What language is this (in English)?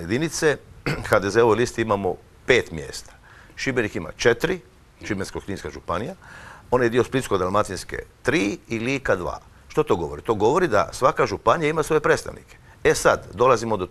Croatian